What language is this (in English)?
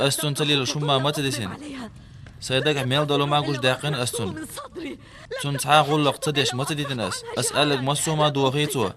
Chechen